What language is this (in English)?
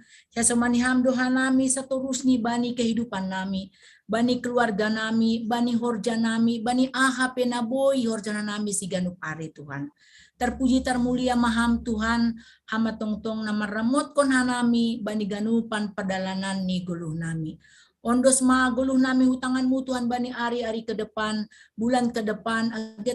Batak Simalungun